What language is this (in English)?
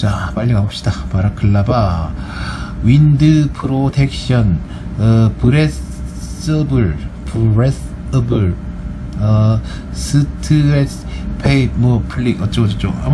Korean